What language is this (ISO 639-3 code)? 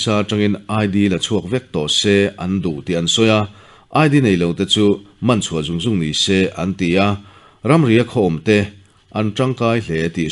lus